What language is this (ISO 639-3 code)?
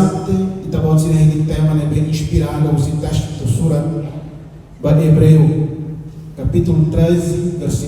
tet